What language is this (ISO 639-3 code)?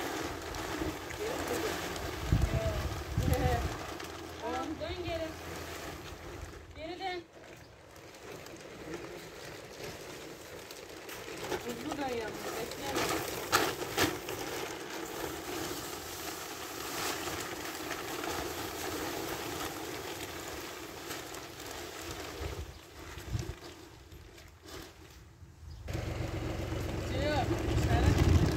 tur